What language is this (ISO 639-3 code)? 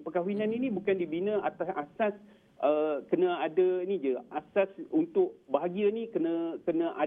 msa